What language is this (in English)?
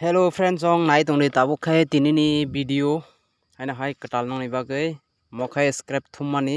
Kok Borok